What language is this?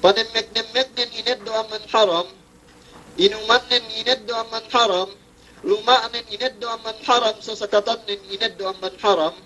Yakan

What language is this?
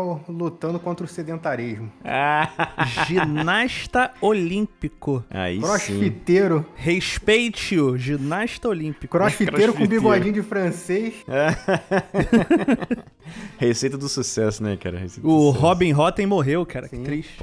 Portuguese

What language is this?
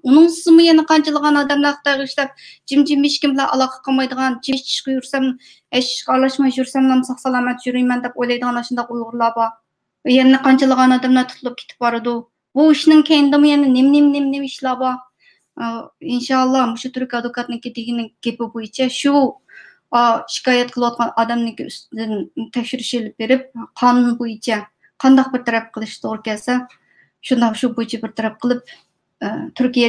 Uyghur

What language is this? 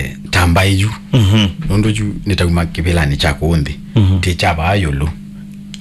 Kamba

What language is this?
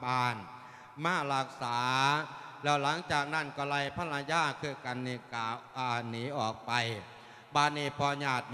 Lao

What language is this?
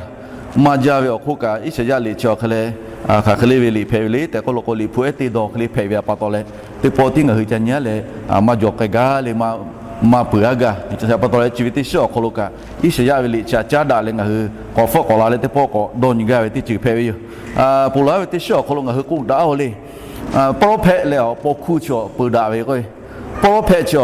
Lahu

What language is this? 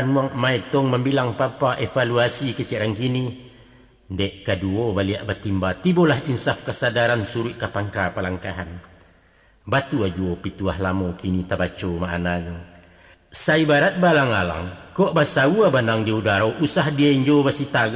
Minangkabau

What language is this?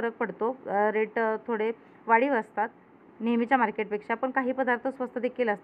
Marathi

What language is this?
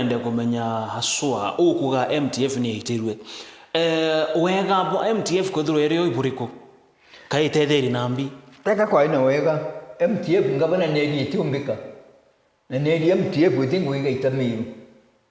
Meru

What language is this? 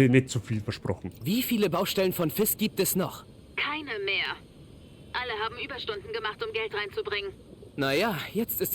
Bavarian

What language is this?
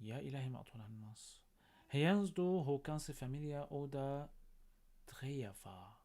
North Levantine Arabic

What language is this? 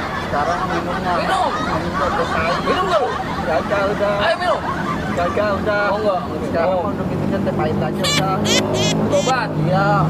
Betawi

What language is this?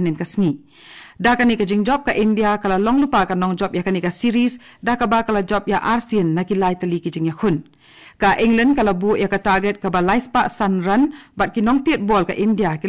Khasi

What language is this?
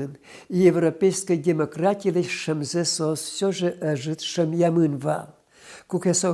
Udmurt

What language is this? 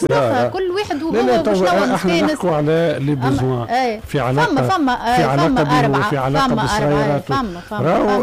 Tunisian Arabic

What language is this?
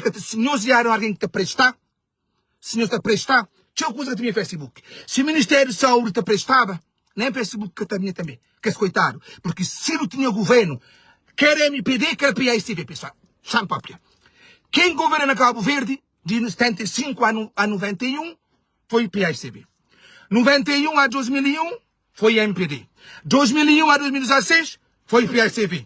Kabuverdianu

